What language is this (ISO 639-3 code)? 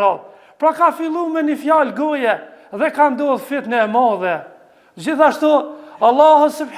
sqi